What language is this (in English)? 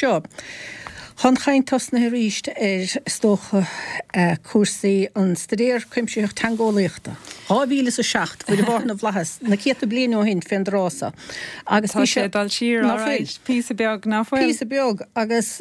Irish